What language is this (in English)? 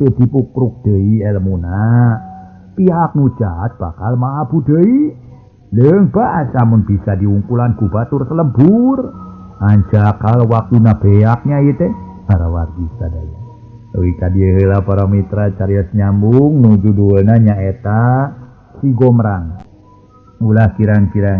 Sundanese